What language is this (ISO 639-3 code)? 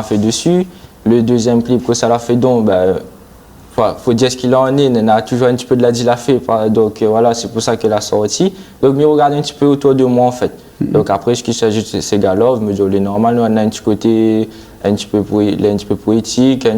rcf